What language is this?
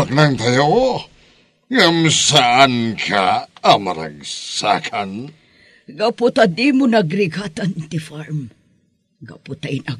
Iloko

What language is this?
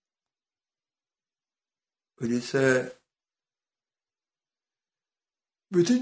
Turkish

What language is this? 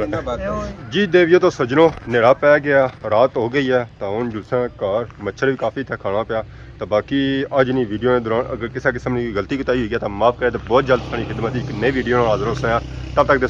Pahari-Potwari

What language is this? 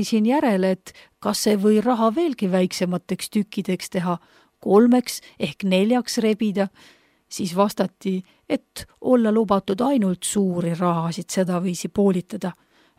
Estonian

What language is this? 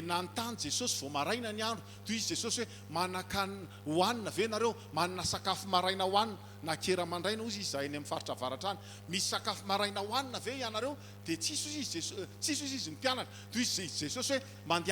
Malagasy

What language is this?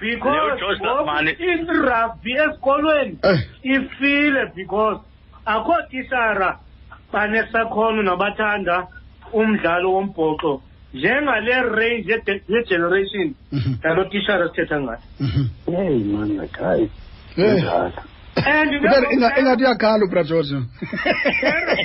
Xhosa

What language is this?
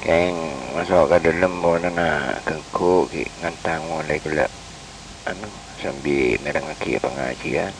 Madurese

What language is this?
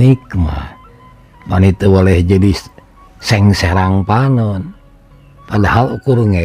Sundanese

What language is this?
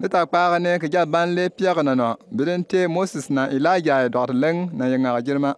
Bimoba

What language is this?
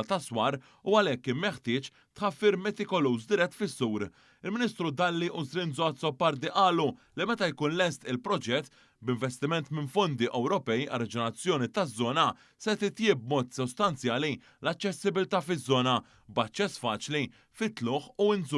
Maltese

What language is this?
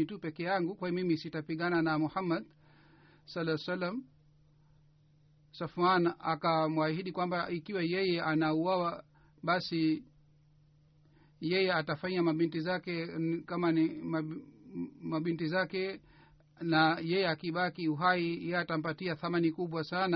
Swahili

